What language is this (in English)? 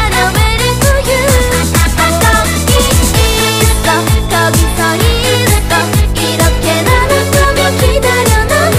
Korean